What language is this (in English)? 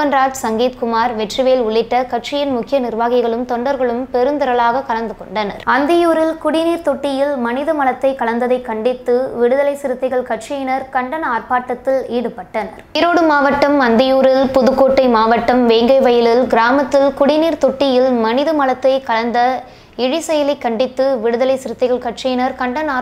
Tamil